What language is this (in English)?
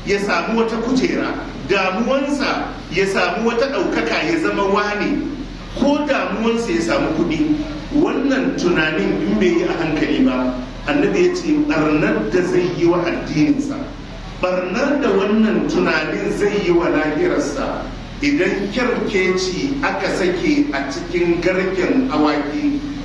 Hausa